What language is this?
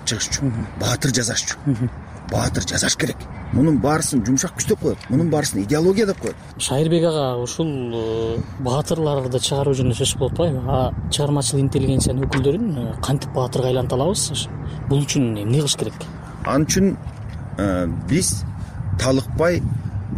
Kyrgyz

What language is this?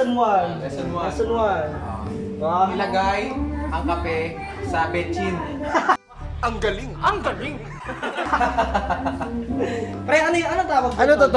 Filipino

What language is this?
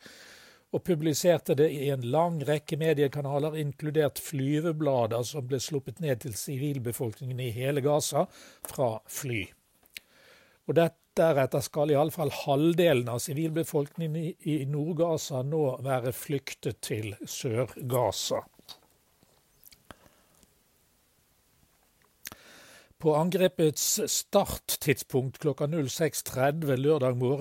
Norwegian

